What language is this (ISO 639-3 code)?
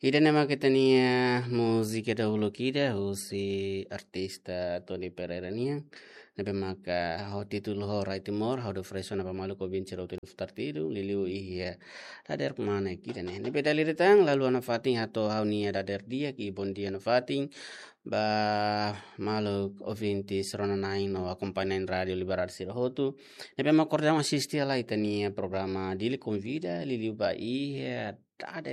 tet